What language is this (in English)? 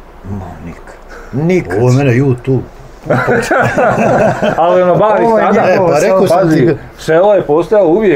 Bosnian